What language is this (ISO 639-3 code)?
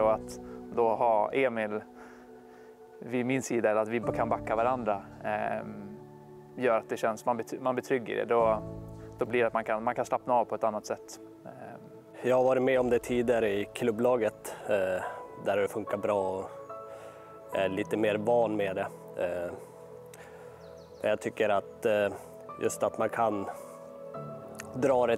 swe